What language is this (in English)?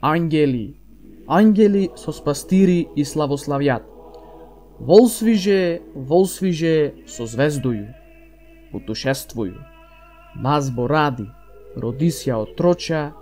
Macedonian